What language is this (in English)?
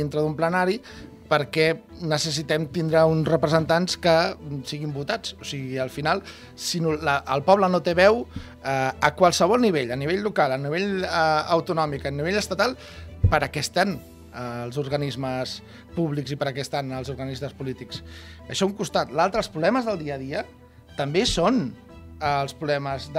Catalan